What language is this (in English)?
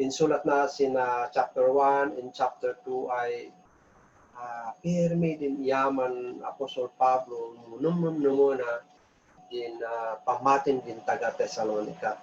Kankanaey